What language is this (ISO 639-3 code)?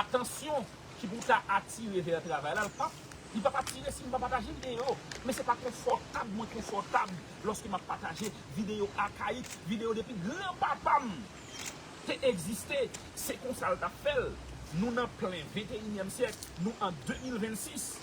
hat